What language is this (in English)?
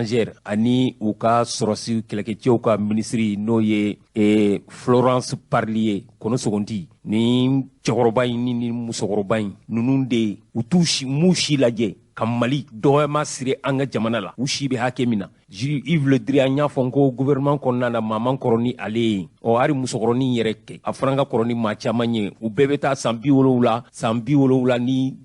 Bambara